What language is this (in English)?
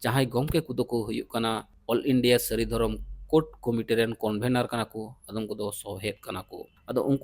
Santali